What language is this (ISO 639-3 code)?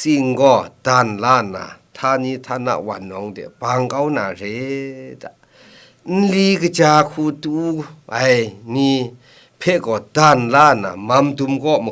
kac